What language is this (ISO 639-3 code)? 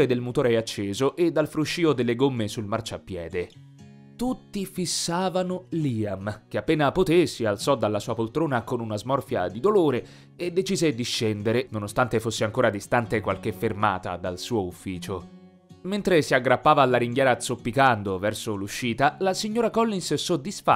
ita